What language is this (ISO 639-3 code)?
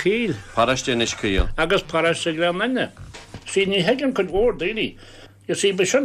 gle